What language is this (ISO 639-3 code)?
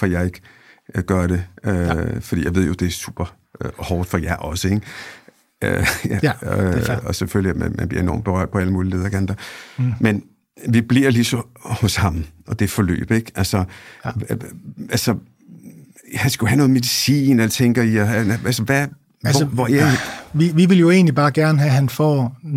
dan